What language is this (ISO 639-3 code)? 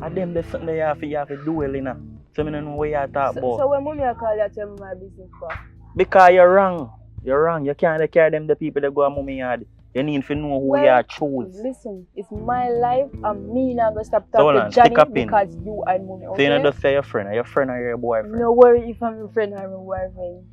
jam